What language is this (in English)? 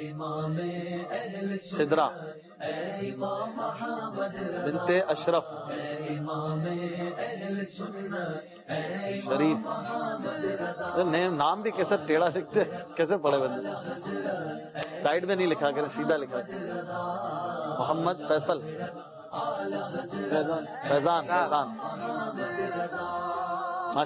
Urdu